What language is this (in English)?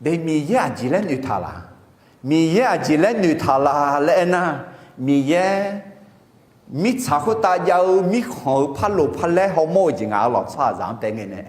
Akha